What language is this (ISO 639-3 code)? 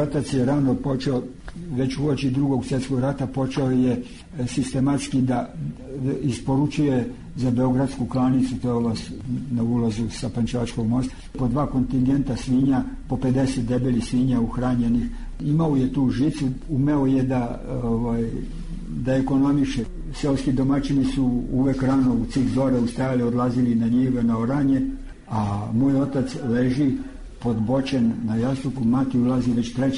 srp